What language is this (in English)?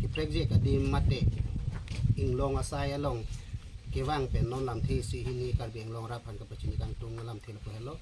Karbi